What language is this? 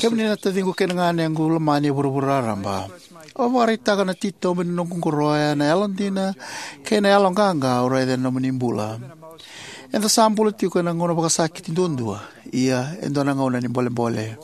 Fijian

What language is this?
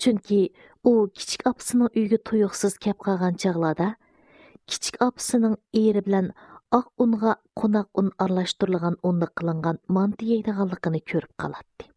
Uyghur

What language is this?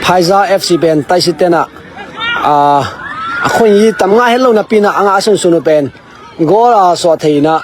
Tedim Chin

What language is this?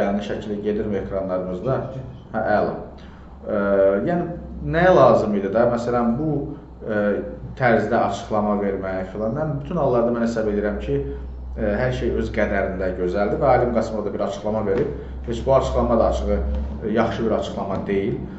Azerbaijani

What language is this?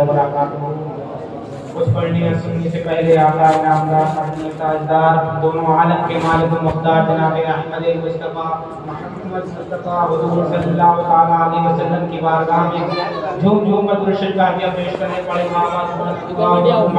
Urdu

